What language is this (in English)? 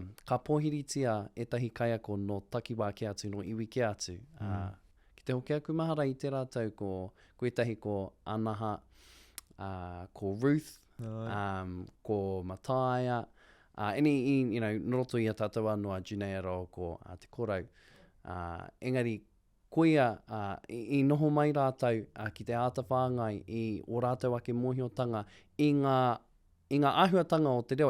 Māori